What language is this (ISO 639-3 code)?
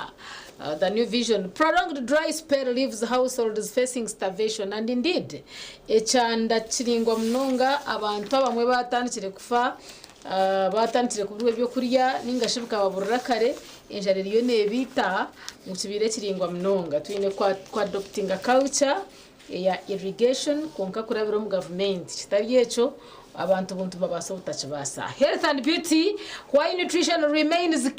nyn